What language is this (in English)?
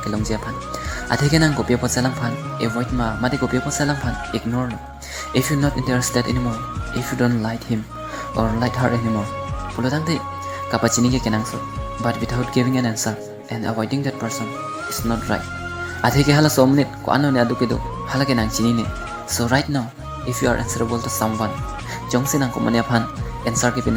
Karbi